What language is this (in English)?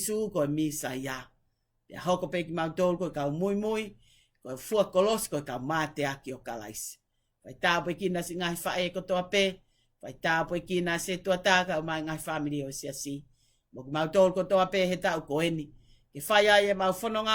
Tongan